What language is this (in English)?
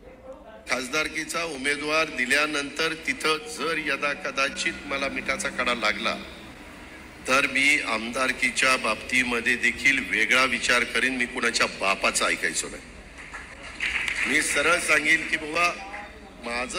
Marathi